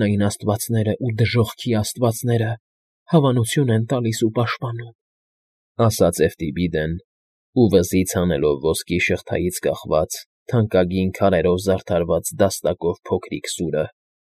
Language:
Armenian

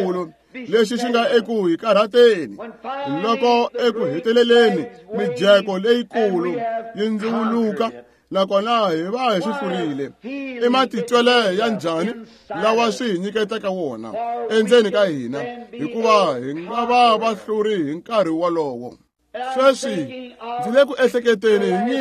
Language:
Tsonga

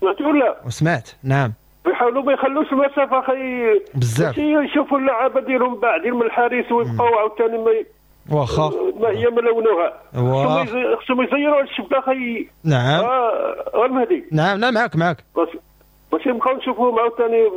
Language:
Moroccan Arabic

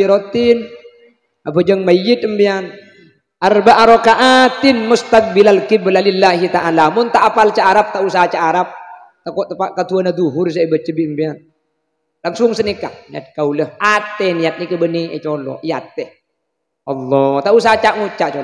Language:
Madurese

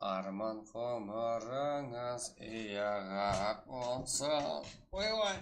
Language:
Kara-Kalpak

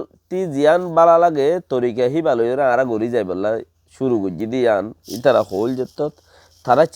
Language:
Rohingya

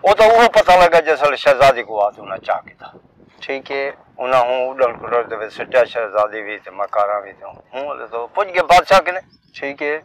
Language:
Saraiki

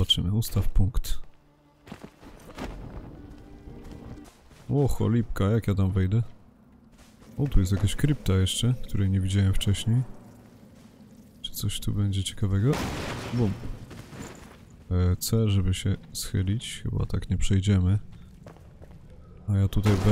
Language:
Polish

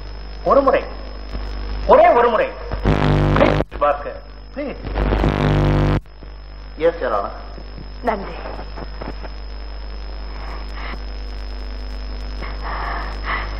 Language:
Tamil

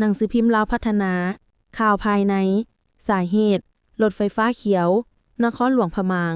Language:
Lao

